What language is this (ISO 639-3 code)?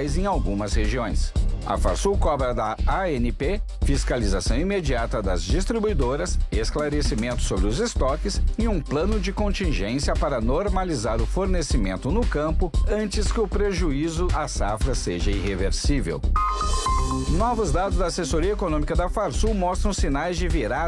por